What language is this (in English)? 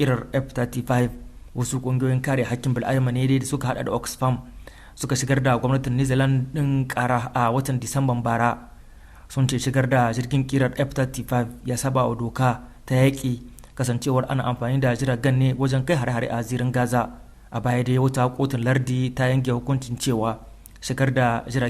Hausa